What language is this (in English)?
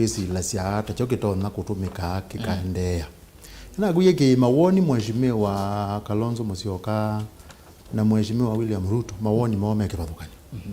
Kamba